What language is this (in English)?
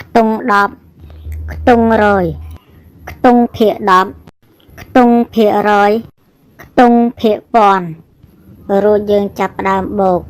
Khmer